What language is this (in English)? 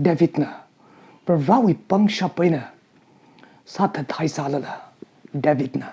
Tangkhul Naga (India)